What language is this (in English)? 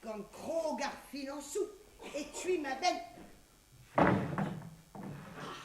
Breton